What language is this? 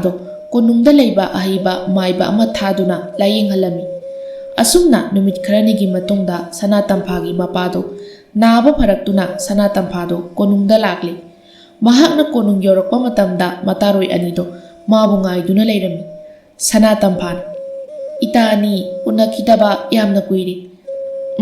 Manipuri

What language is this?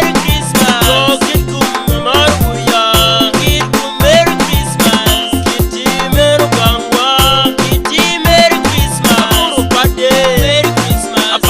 Acoli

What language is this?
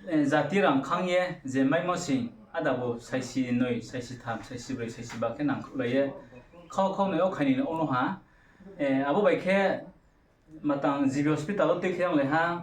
Riang (India)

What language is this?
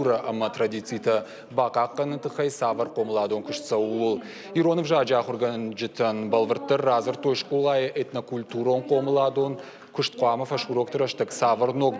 Ossetic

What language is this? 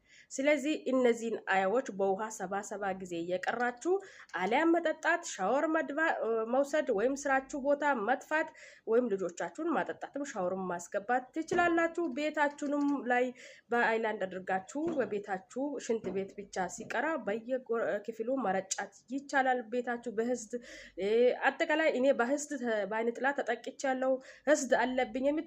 Amharic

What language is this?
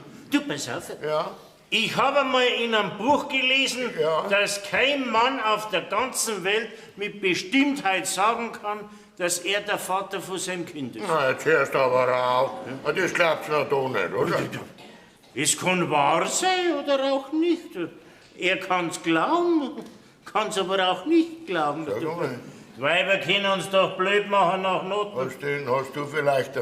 Bavarian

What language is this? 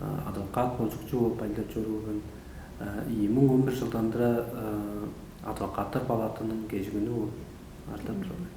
Tuvinian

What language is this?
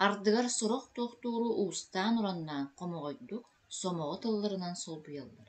Yakut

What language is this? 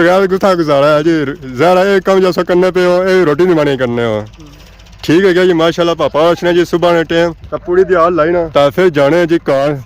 Pahari-Potwari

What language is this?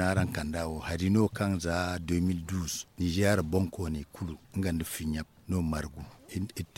Zarma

